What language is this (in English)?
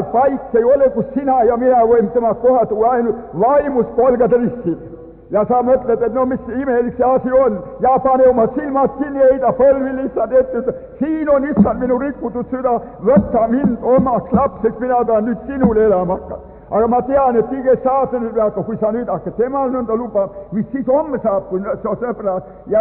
Estonian